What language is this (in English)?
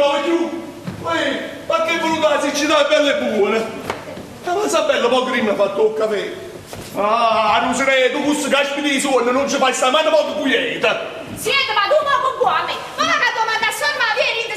Neapolitan